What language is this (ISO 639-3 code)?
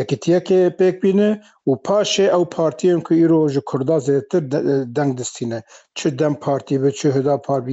kur